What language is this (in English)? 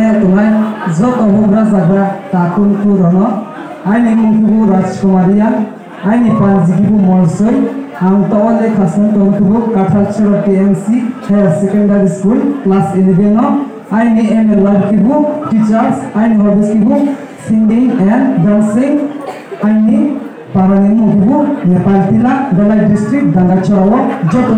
Riang (India)